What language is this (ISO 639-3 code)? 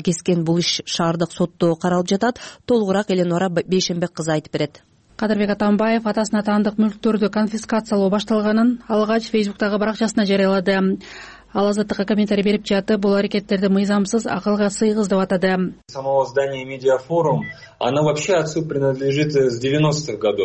kir